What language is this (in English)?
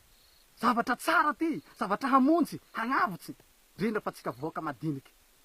Malagasy